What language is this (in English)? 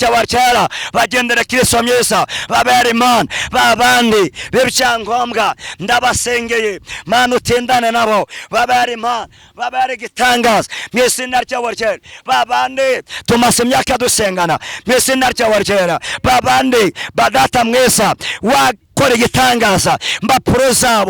Kinyarwanda